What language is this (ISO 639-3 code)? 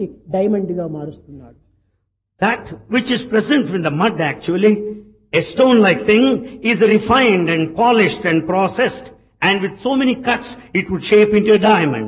tel